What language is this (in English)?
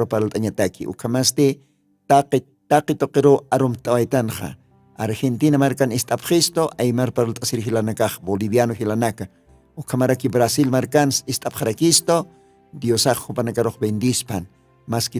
Aymara